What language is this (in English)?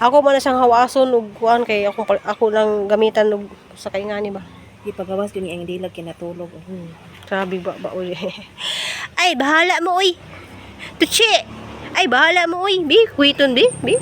Cebuano